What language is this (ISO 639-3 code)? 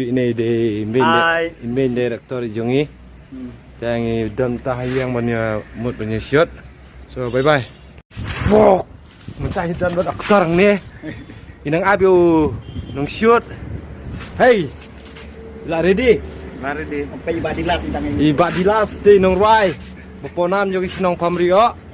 kha